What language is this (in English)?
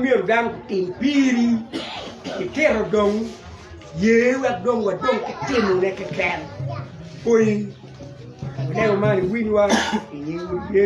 Acoli